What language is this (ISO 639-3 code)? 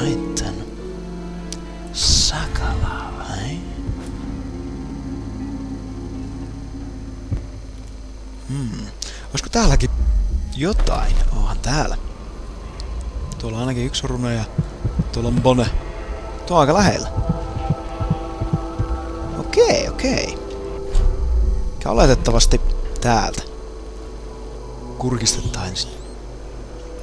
fin